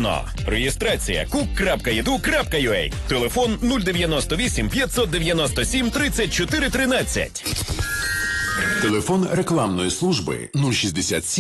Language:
Ukrainian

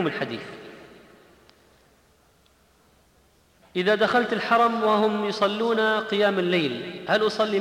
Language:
Arabic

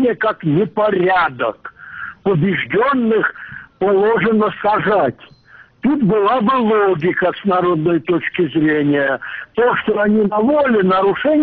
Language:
Russian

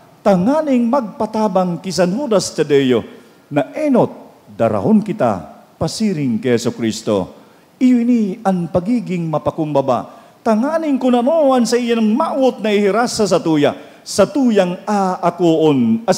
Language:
Bikol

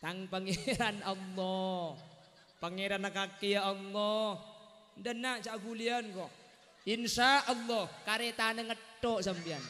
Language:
Madurese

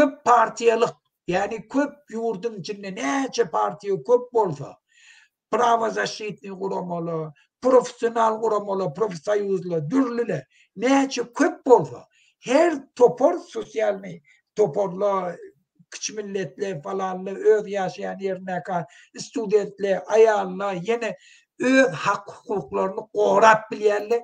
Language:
Turkmen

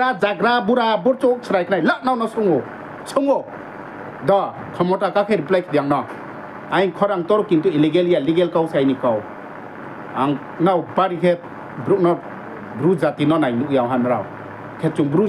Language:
Riang (India)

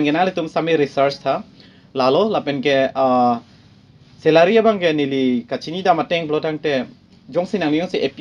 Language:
Karbi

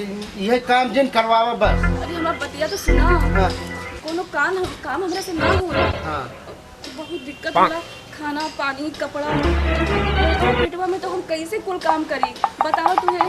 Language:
Bhojpuri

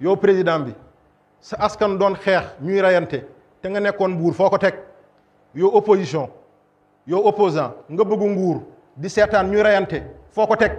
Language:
Wolof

